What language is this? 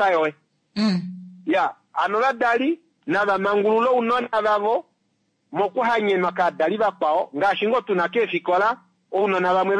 Kuanyama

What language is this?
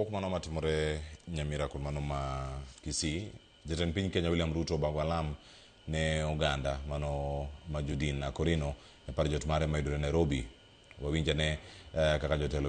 Luo (Kenya and Tanzania)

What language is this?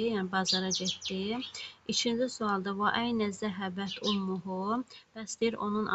Azerbaijani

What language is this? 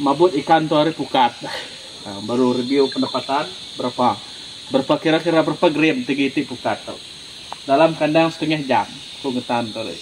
Iban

